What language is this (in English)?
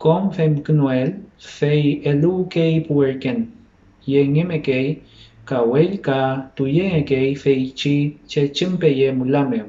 Mapuche